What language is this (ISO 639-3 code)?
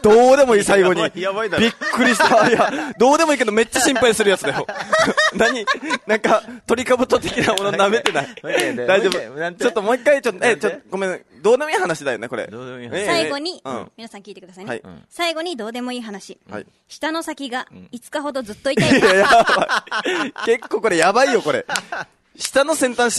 jpn